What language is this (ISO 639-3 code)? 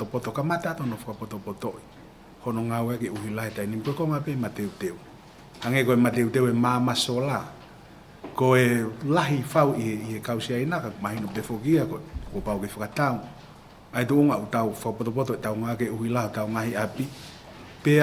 ton